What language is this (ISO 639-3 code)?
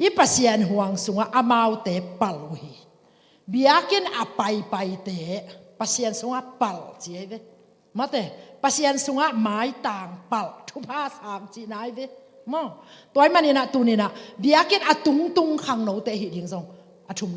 ctd